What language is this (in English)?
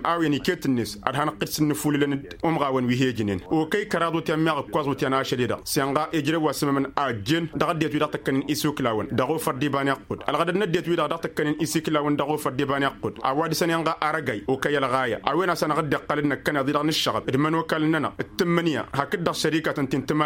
Tamasheq